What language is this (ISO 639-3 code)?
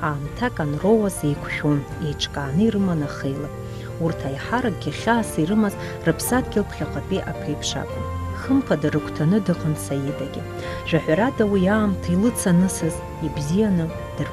abk